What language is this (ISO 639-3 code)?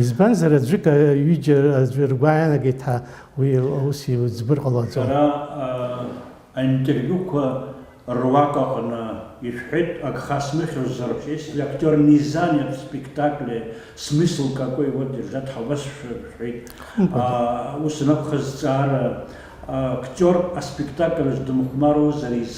abk